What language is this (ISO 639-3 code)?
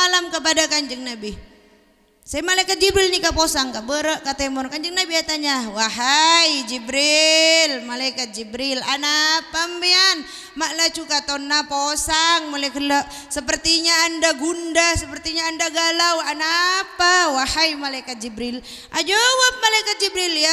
mad